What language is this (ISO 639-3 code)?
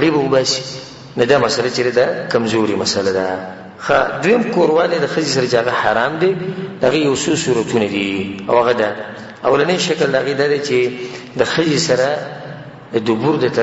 pus